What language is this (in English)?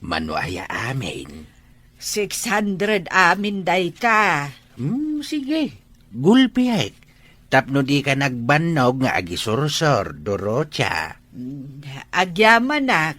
Iloko